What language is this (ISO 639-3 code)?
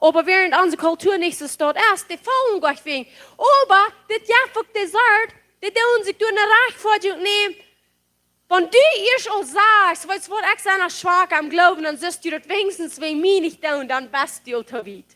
pdt